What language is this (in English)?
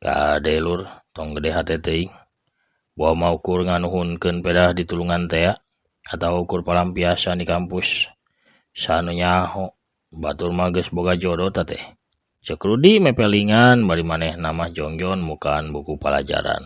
Sundanese